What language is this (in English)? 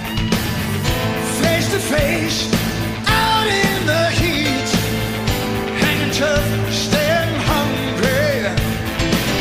English